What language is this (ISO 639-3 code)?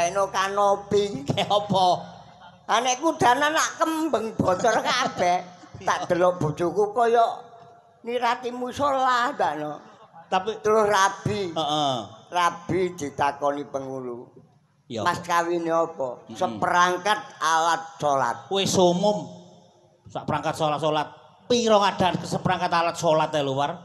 jav